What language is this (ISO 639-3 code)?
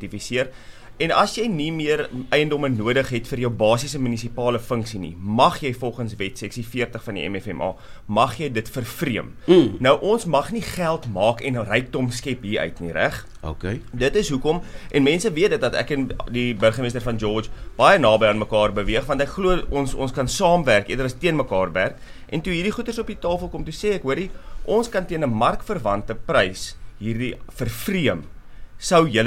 afr